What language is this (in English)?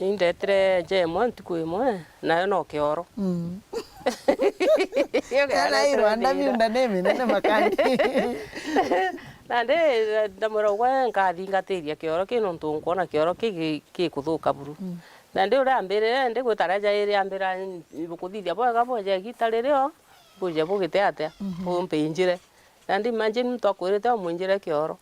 Meru